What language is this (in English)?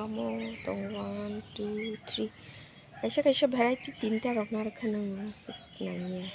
Kok Borok